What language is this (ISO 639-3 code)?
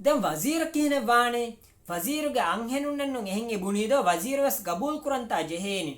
div